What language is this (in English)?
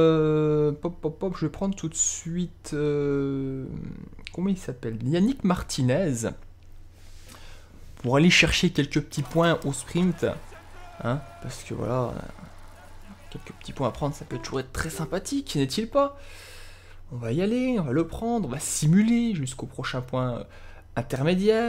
French